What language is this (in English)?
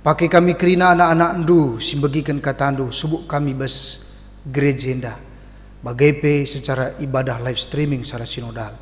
Batak Karo